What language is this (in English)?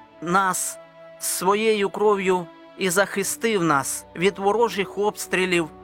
Ukrainian